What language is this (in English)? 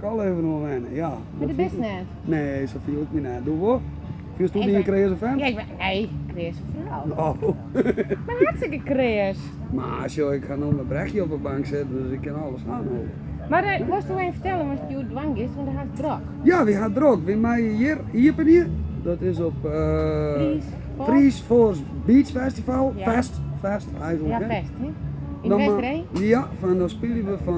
Western Frisian